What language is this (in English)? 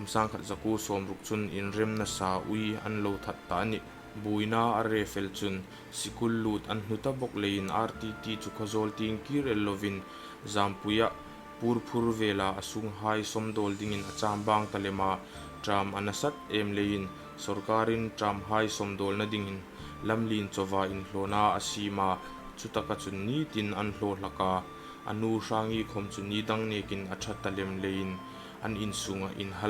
Hmar